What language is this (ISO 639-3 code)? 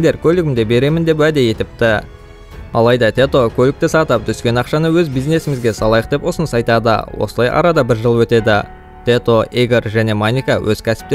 kaz